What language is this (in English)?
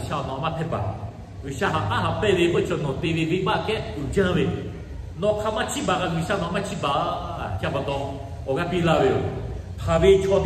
Lahu